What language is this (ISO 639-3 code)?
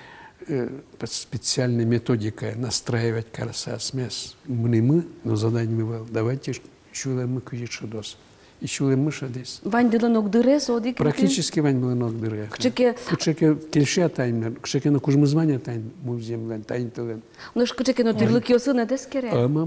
udm